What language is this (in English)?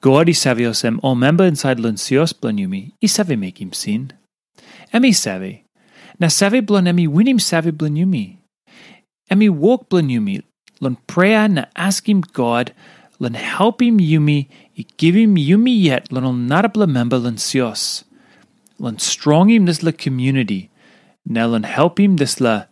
Tok Pisin